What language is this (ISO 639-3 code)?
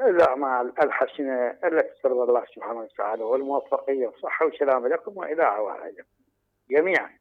acm